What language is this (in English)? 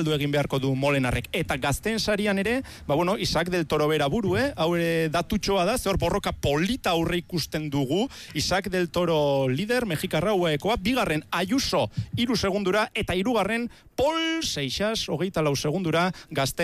Basque